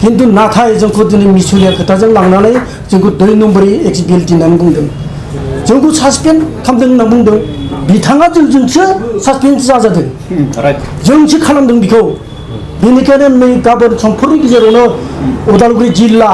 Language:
Bodo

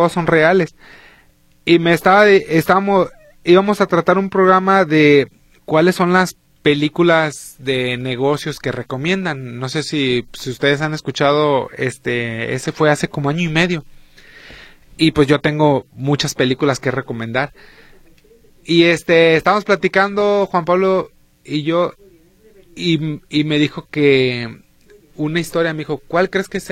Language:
Spanish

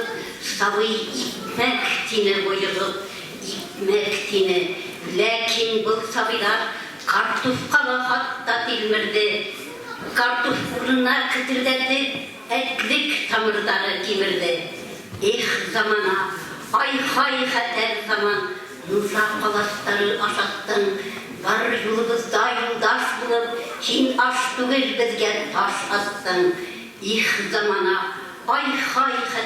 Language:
Bashkir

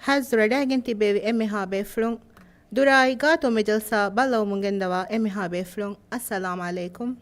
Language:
Divehi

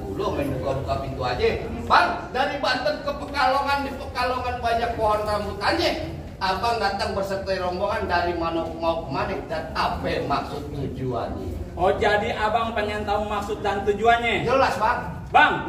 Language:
Betawi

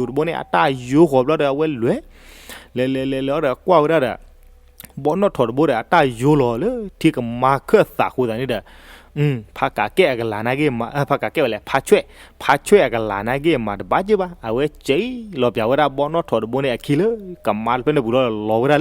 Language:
S'gaw Karen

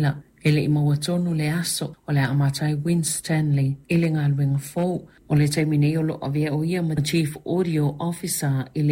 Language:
Samoan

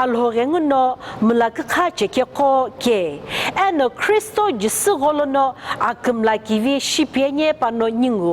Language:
Sumi Naga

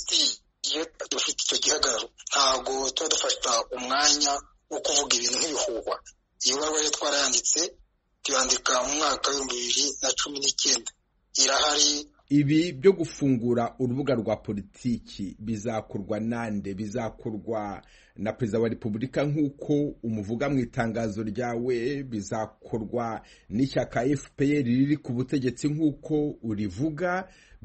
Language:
Kinyarwanda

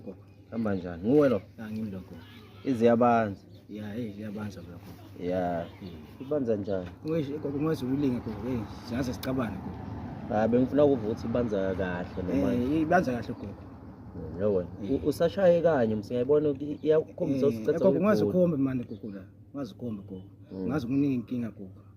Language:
Zulu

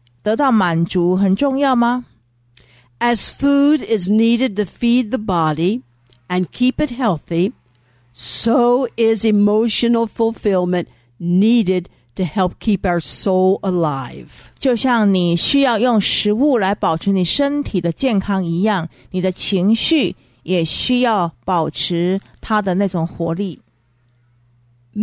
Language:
Chinese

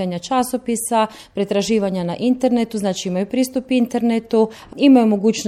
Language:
Croatian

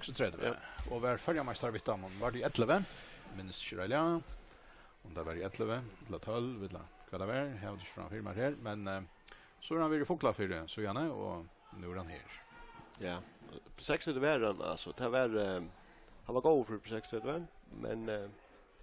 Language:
Faroese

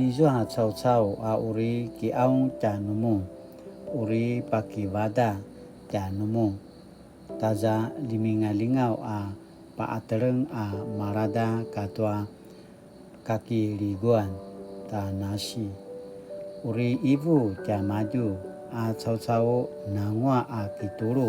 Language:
Paiwan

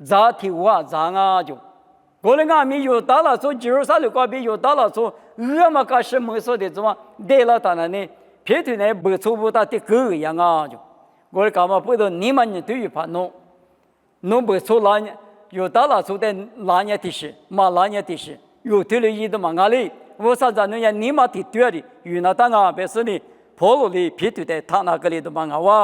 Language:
Lisu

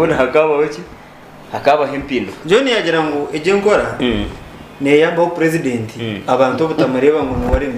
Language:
Nyankole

